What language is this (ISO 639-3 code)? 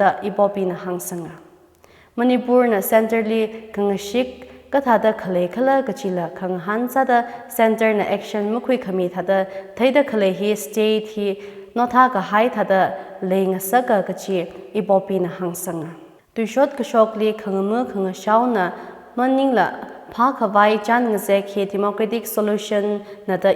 nmf